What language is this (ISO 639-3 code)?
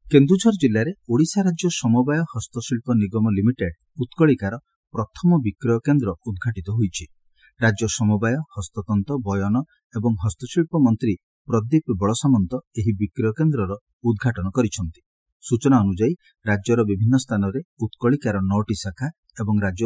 ori